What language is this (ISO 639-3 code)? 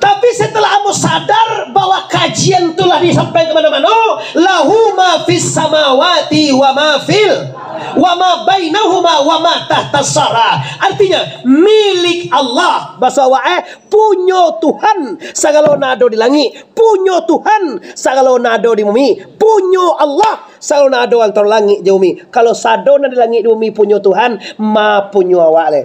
min